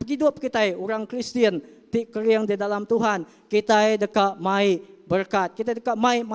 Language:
Iban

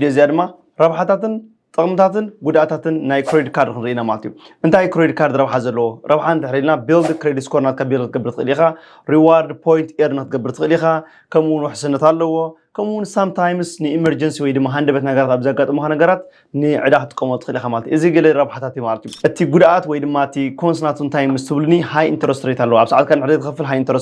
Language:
Tigrinya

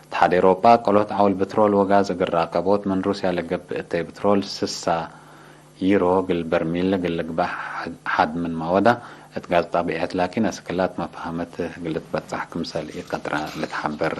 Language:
Tigre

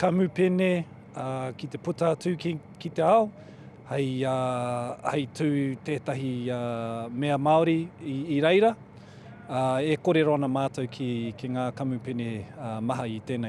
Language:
Māori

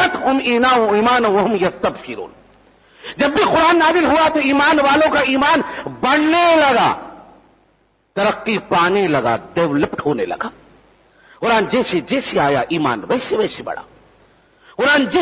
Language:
Urdu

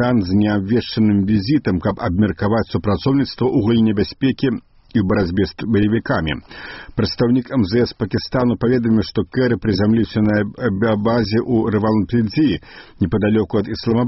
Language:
Belarusian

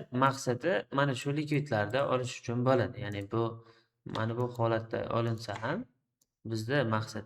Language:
Uzbek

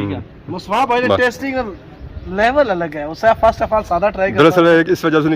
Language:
Pahari-Potwari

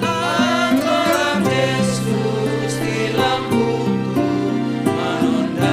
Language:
Batak Simalungun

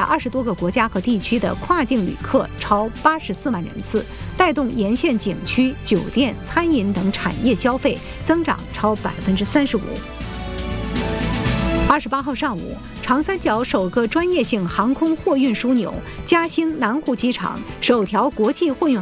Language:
Chinese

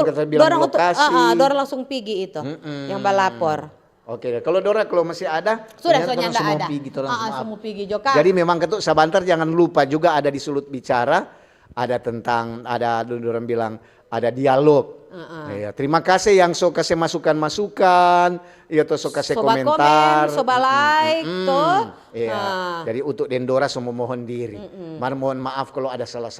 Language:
Manado Malay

